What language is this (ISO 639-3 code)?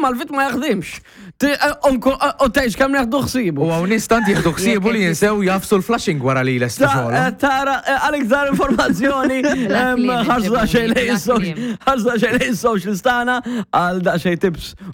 mlt